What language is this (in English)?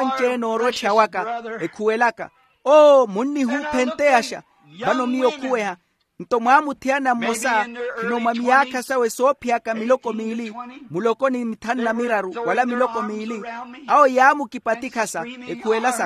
Makhuwa